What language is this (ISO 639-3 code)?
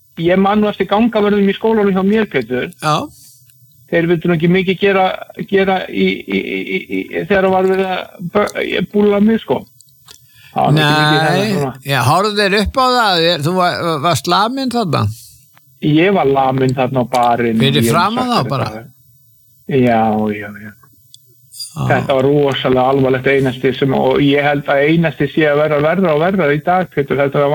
isl